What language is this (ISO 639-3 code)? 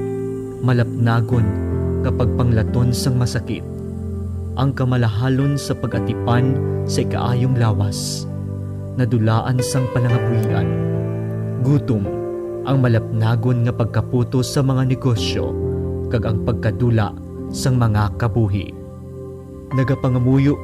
hil